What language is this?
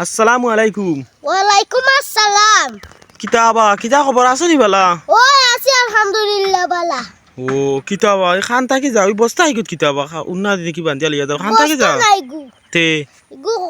Sylheti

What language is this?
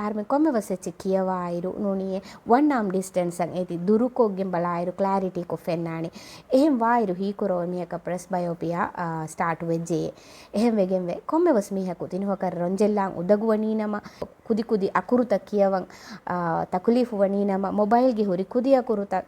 Divehi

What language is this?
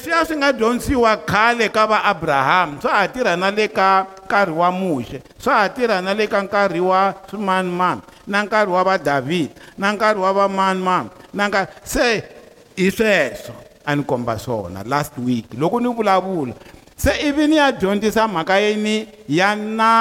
Tsonga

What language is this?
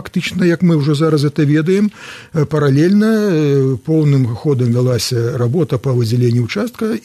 Belarusian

